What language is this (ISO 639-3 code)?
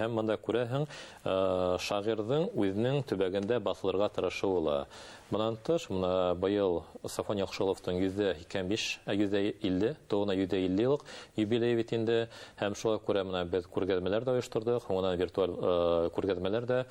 bak